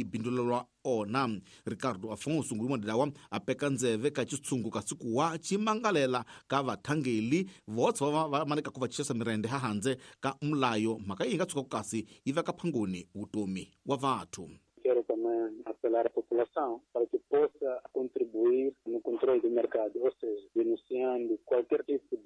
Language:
Tsonga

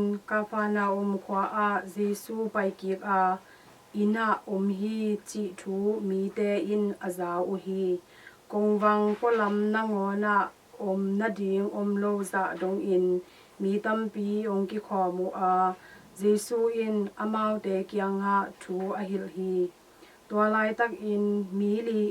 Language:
Tedim Chin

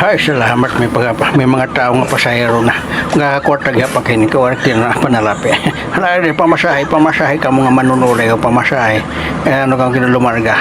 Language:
Waray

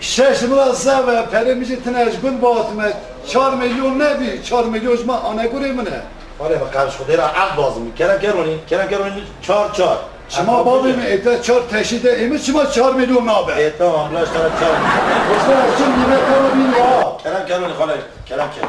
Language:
Kurdish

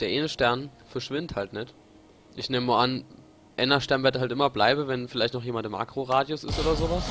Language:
Palatine German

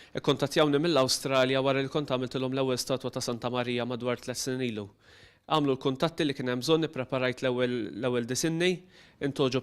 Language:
Maltese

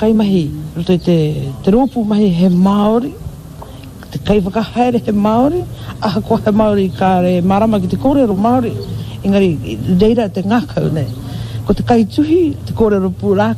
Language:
Māori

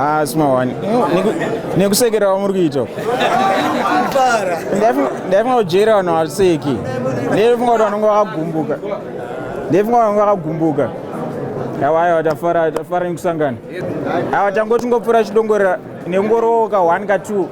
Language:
Shona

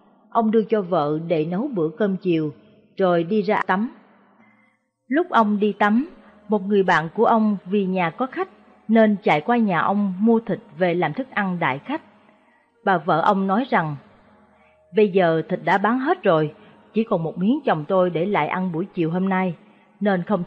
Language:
Vietnamese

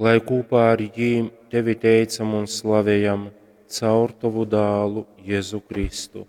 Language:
Latgalian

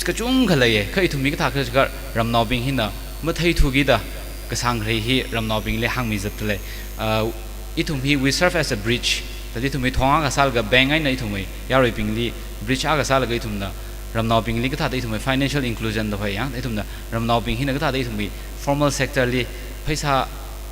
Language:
Tangkhul Naga (India)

